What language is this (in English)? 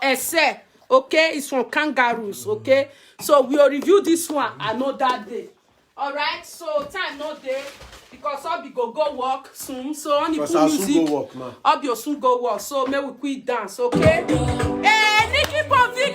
Nigerian Pidgin